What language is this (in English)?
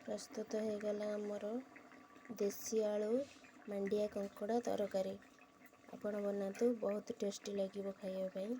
Odia